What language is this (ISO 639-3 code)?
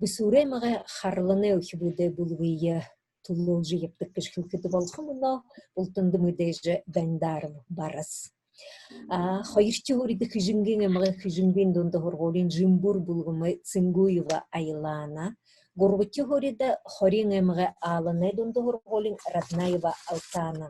bua